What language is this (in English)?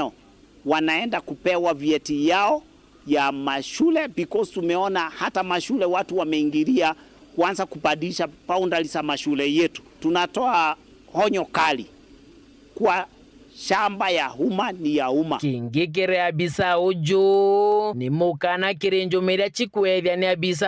Meru